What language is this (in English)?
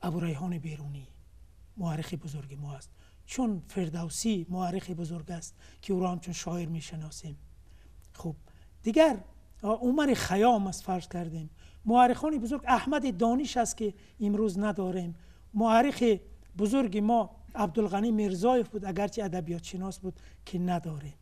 Tajik